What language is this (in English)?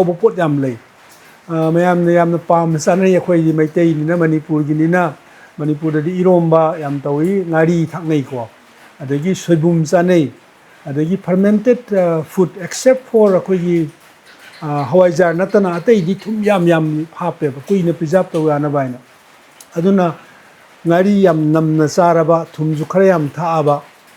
Manipuri